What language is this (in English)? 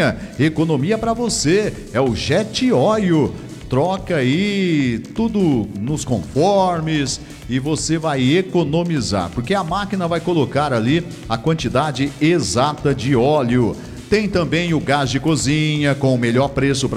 Portuguese